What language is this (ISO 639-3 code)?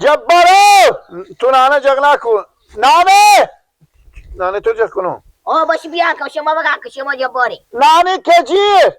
fas